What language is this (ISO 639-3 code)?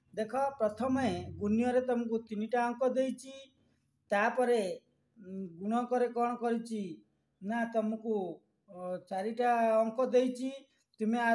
ori